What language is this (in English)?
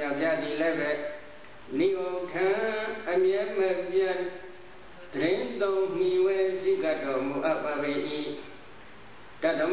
Burmese